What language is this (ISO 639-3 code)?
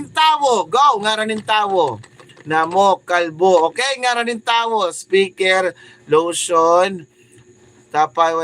war